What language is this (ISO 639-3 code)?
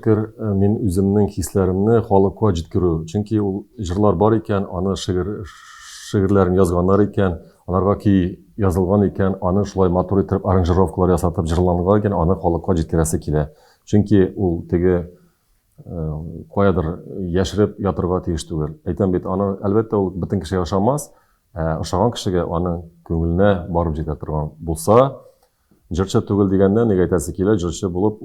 tat